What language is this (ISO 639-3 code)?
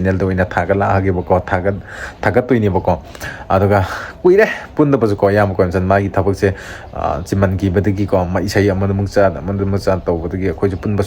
mni